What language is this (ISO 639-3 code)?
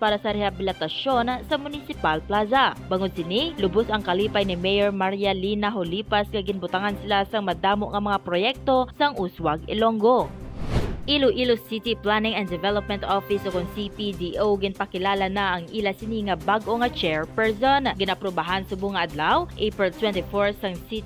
hil